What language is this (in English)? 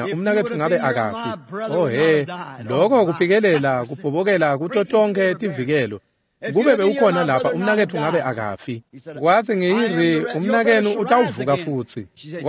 Swati